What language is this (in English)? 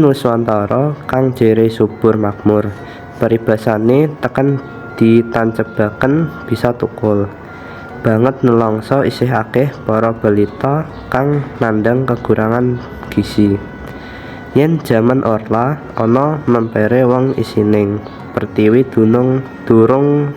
Javanese